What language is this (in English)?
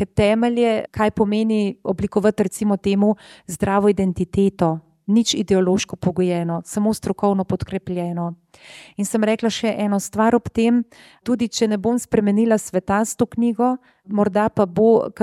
Slovenian